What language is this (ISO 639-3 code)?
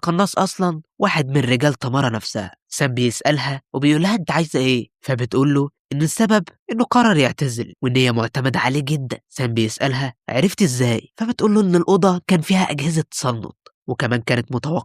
arz